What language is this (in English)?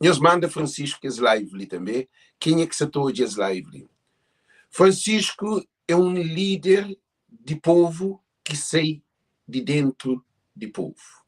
Kabuverdianu